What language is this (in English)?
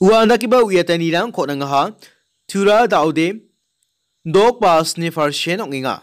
Garo